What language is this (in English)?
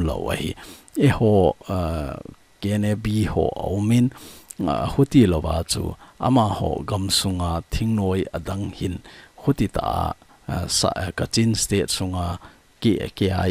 Thado Chin